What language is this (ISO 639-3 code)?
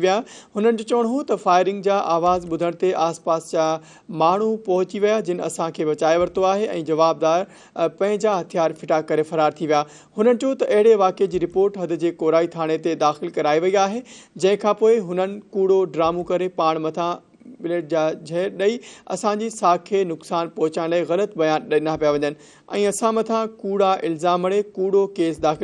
snd